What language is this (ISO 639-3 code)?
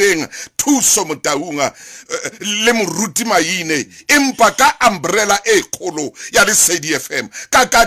sot